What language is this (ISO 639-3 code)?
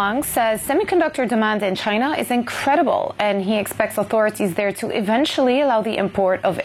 eng